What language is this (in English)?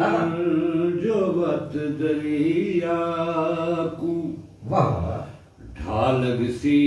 Saraiki